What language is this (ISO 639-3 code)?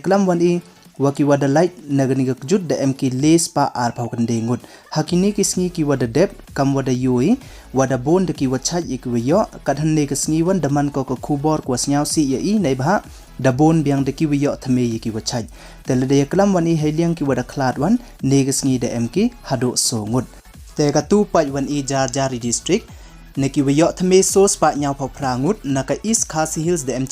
pbv